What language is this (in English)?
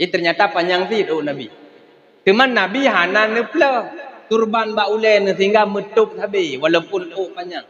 Achinese